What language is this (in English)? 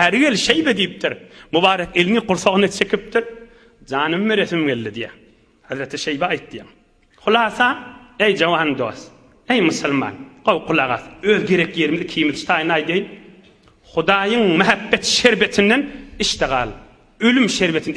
Turkmen